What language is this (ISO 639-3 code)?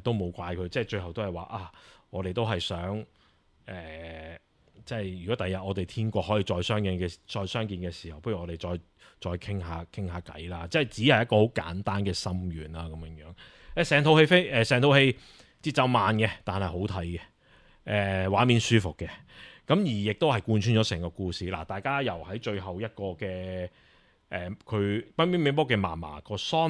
yue